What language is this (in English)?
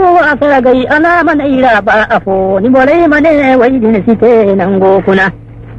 Zarma